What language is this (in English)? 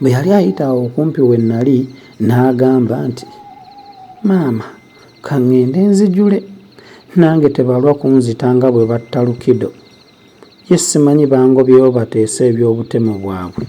Ganda